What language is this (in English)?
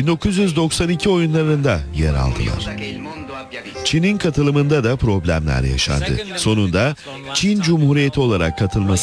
Turkish